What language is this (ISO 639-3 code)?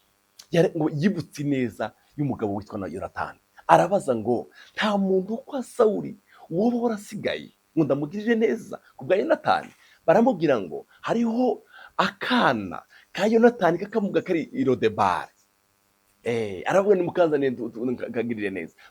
run